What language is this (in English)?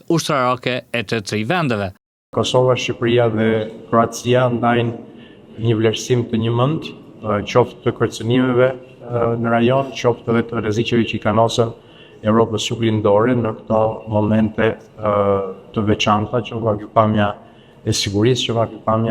Albanian